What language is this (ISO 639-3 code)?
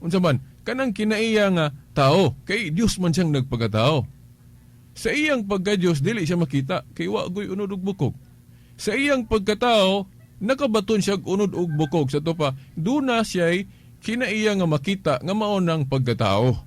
ceb